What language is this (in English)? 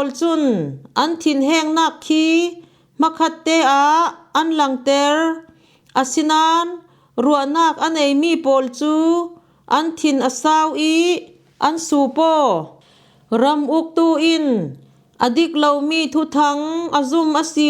Falam Chin